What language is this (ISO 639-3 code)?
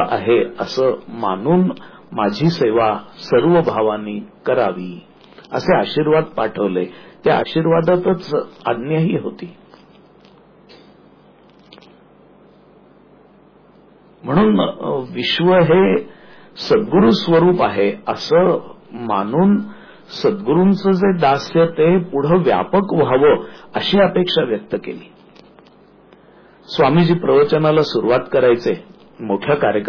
mar